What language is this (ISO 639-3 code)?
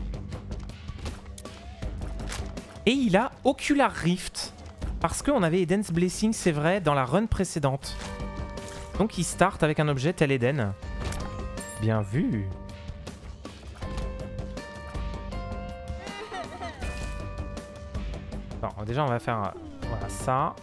fra